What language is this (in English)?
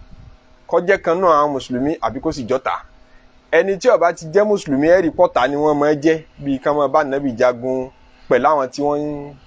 Yoruba